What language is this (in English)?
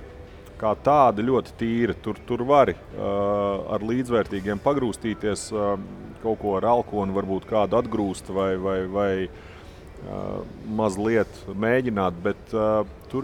Latvian